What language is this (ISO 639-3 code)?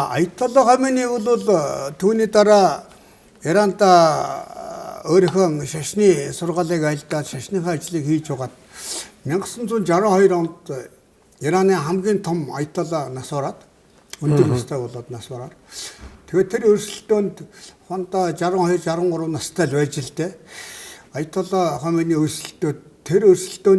mon